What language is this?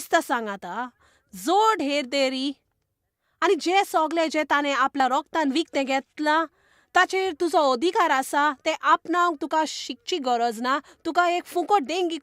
Konkani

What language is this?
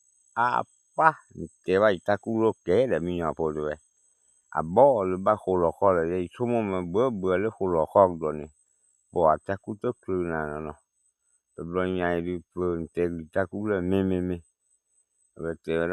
S'gaw Karen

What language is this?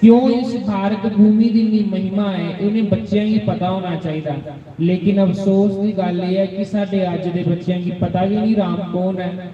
Dogri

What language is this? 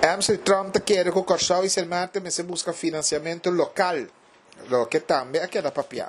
Papiamento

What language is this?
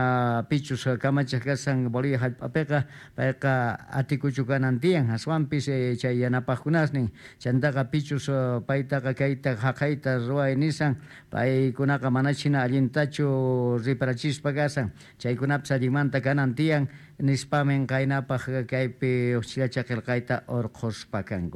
South Bolivian Quechua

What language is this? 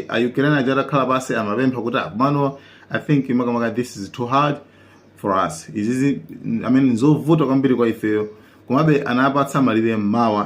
Nyanja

